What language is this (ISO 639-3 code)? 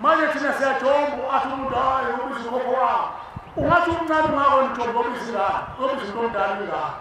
zul